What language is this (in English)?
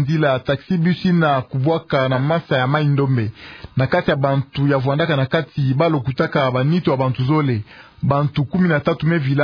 Kituba (Democratic Republic of Congo)